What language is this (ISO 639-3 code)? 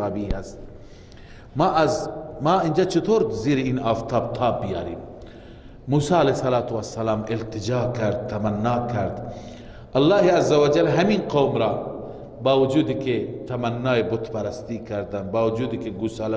fas